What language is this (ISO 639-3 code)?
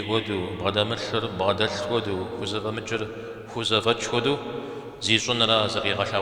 kbd